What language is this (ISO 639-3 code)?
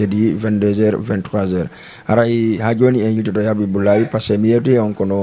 ful